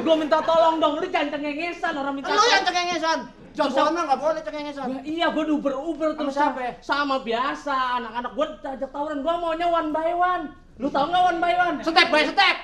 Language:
Betawi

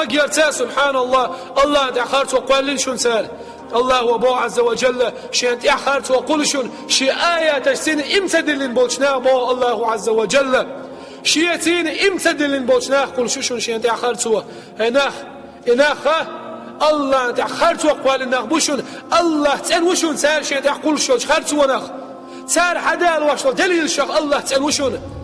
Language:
Chechen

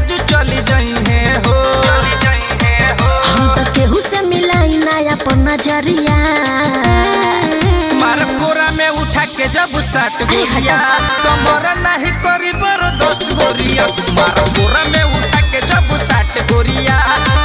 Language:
Bhojpuri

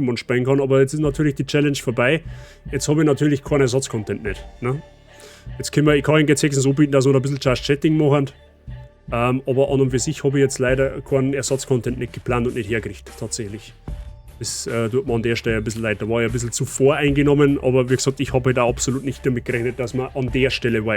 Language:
Bavarian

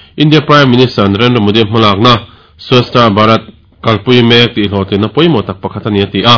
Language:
Mizo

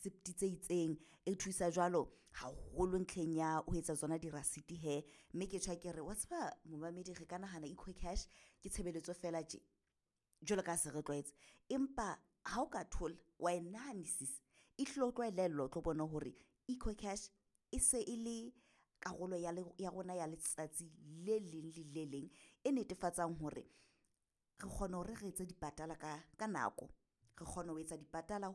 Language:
Southern Sotho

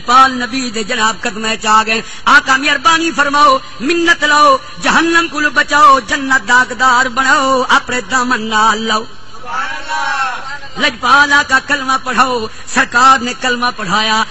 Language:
Saraiki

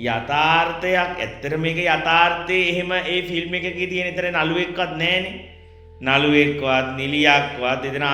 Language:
Sinhala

